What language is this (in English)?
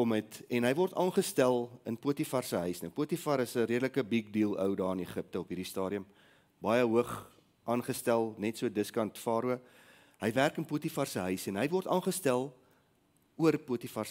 Afrikaans